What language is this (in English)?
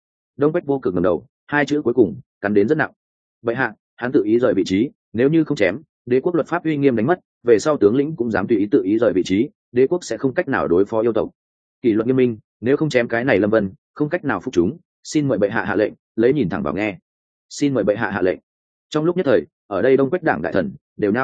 Vietnamese